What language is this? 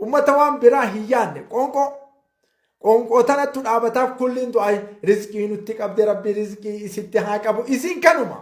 Oromo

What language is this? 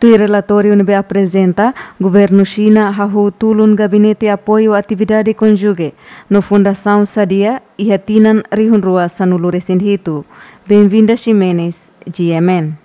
Tetum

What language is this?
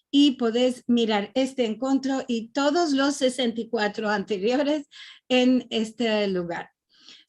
Ladino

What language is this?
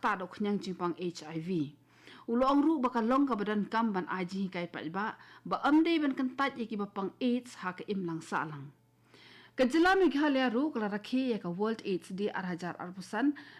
Khasi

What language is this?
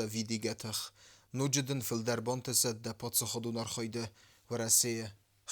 Ossetic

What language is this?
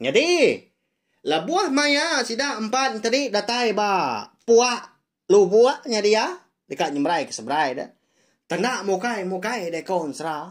Iban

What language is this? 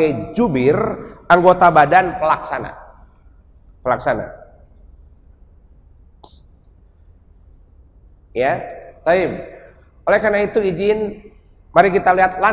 Indonesian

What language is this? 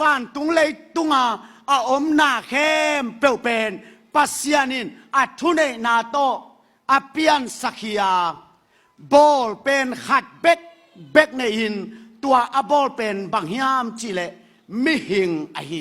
Tedim Chin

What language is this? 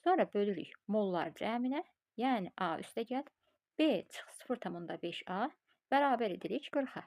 Azerbaijani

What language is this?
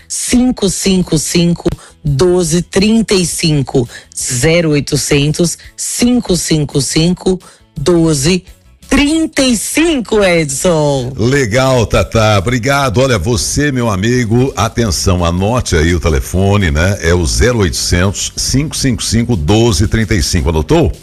Portuguese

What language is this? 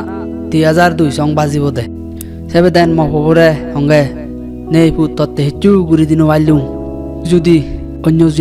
Chakma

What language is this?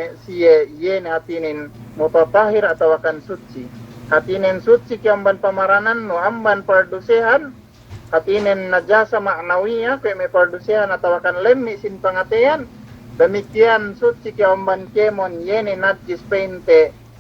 Yakan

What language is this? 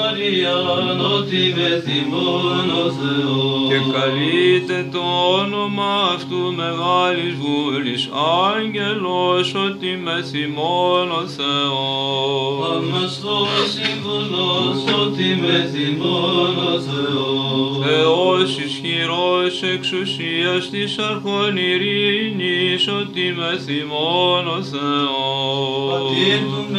Greek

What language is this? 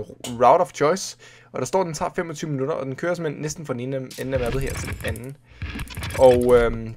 Danish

